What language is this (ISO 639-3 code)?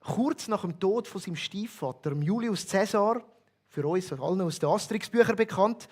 gsw